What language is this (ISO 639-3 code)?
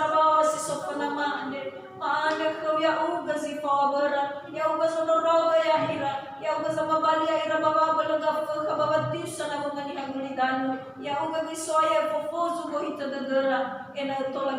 nia